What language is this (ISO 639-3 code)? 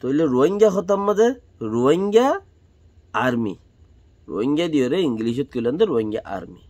rhg